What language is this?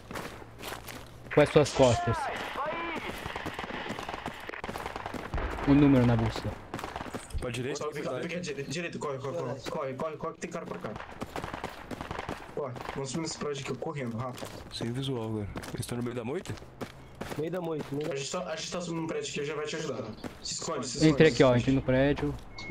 Portuguese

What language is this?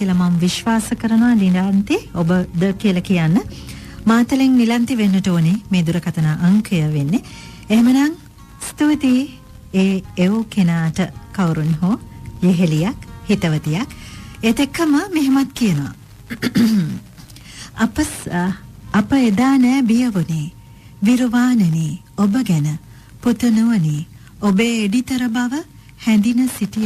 Sinhala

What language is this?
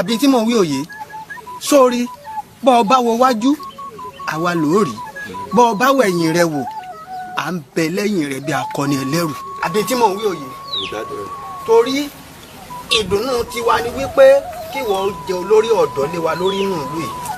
Yoruba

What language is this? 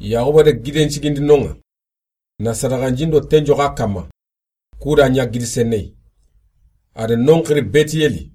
Soninke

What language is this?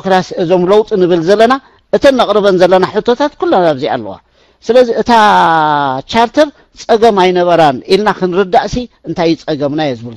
Tigrinya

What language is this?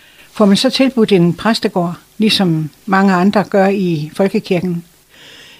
Danish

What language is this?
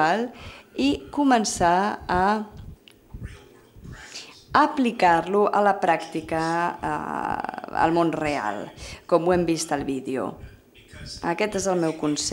Catalan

